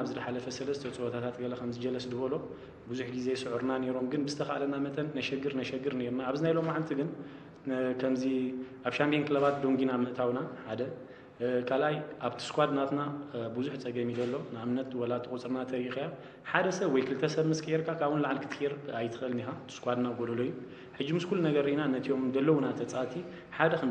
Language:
Tigrinya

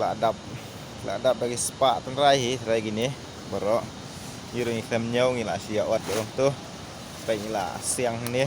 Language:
Khasi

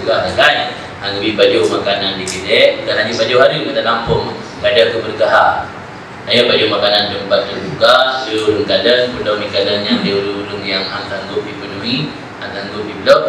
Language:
Achinese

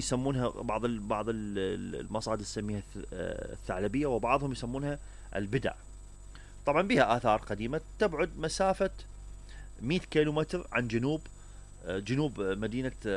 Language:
Mesopotamian Arabic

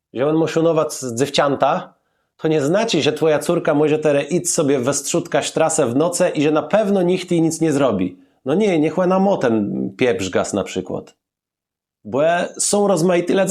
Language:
Kashubian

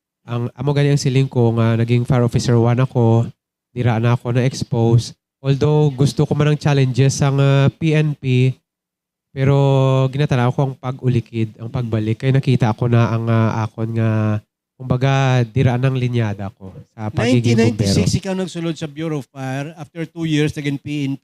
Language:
Hiligaynon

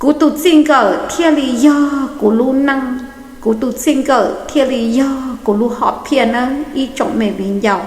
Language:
Hmong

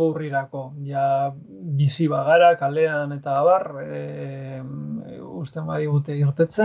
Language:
Basque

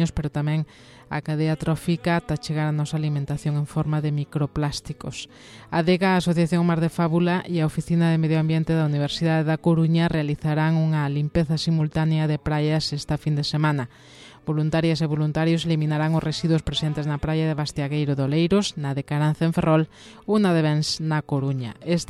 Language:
Galician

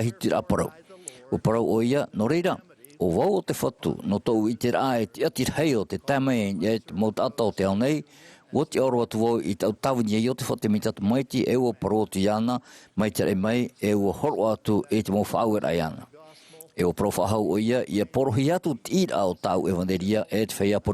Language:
Tahitian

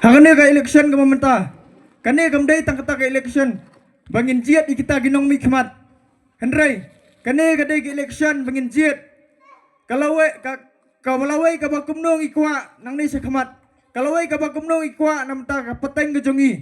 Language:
Khasi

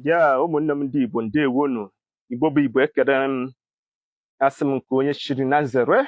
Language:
Igbo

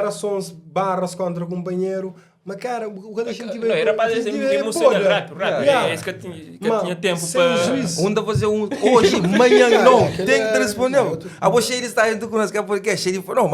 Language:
Kabuverdianu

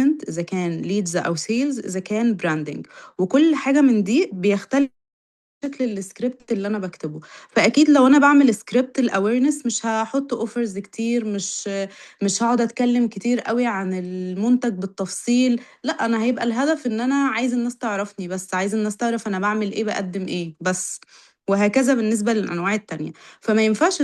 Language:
Egyptian Arabic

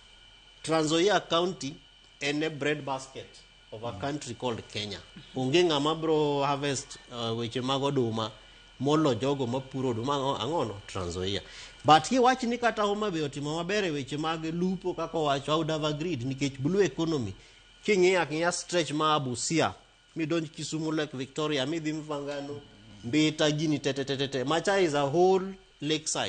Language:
Luo (Kenya and Tanzania)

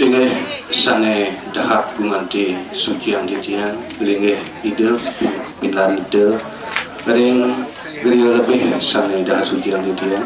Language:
Balinese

